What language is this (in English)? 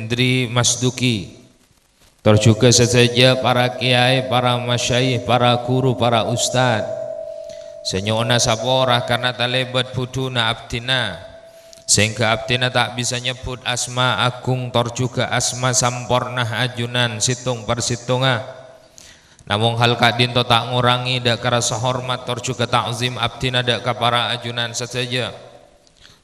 Madurese